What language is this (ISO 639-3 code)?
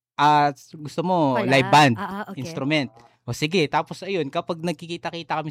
fil